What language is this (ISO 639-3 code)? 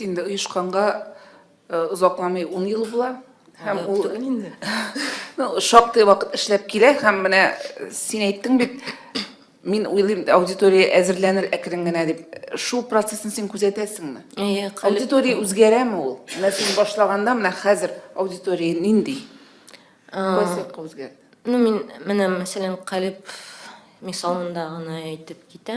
tat